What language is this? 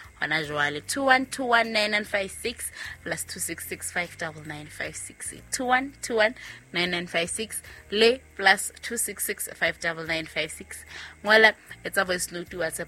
Southern Sotho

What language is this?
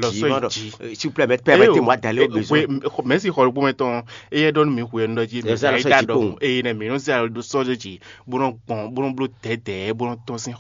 Fon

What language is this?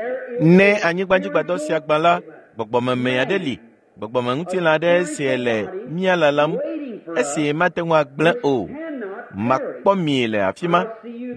Ewe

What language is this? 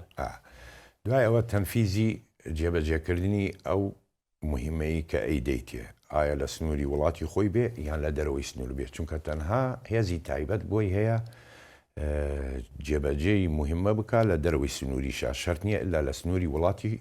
Central Kurdish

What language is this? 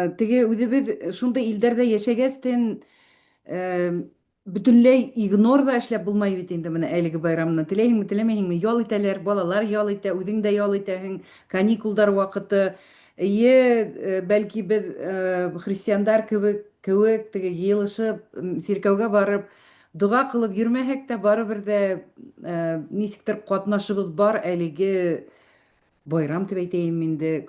Bashkir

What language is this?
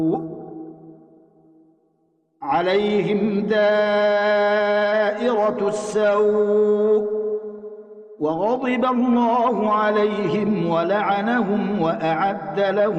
Arabic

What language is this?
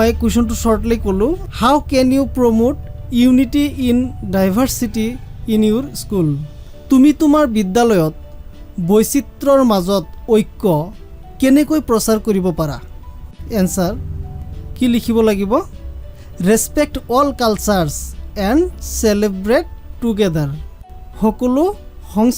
Assamese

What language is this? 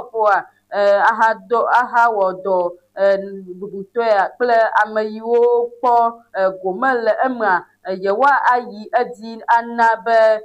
Ewe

